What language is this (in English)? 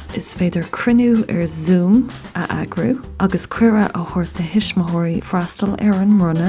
Irish